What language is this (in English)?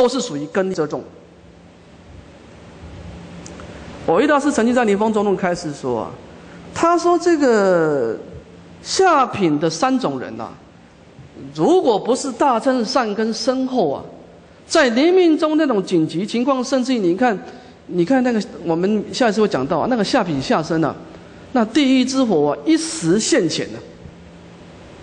Chinese